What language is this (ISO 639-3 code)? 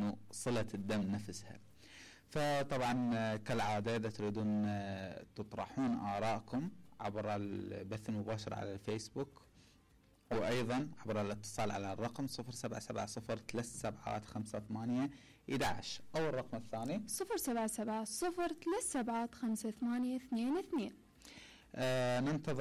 acm